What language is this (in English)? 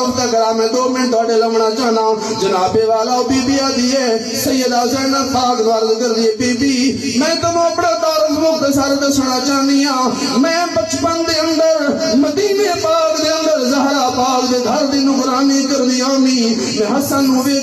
Saraiki